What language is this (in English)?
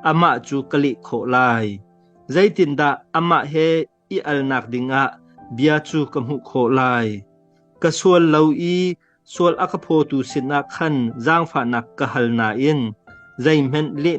Hakha Chin